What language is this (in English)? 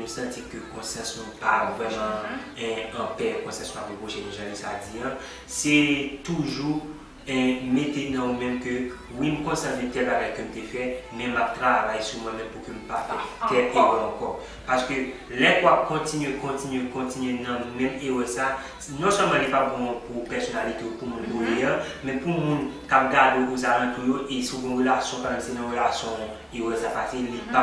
Haitian Creole